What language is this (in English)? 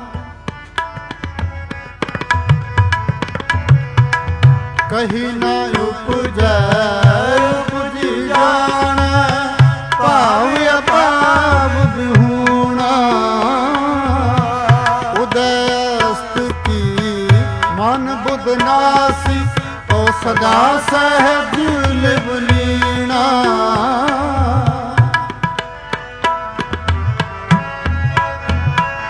Punjabi